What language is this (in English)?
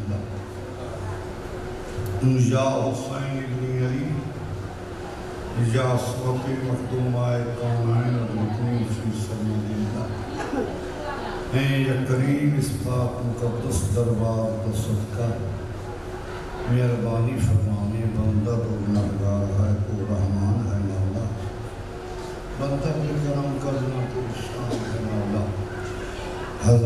Urdu